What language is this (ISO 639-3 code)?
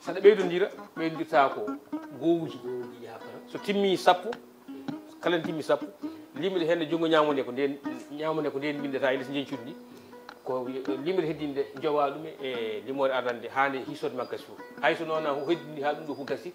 ful